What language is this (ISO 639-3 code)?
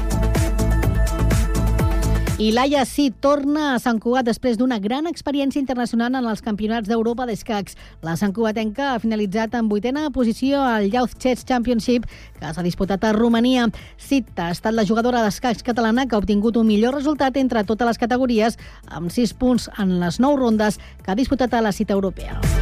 cat